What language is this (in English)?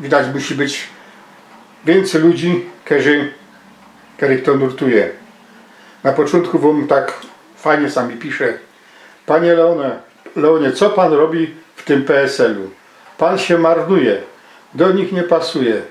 Silesian